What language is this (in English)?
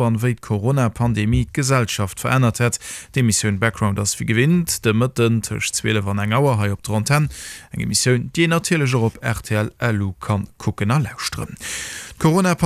Luxembourgish